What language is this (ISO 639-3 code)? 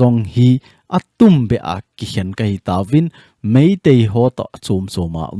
tcz